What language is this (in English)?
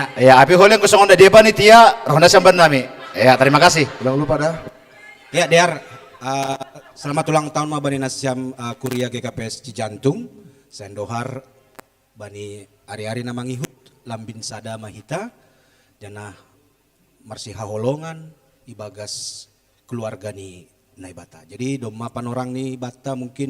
Batak Simalungun